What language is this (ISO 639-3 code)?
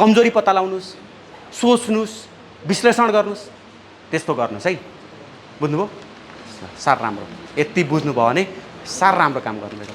nep